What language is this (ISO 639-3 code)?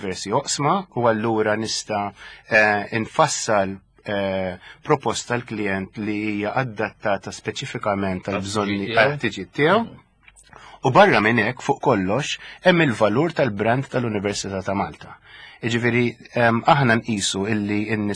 mlt